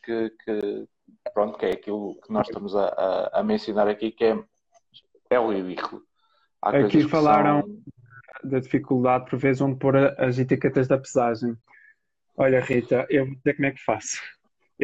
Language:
Portuguese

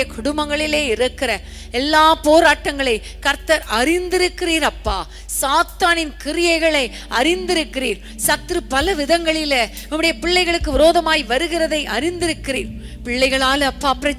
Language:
Tamil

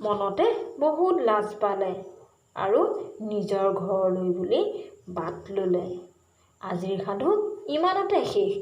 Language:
Assamese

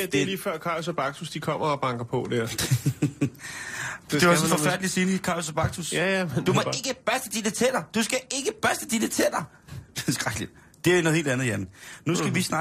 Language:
Danish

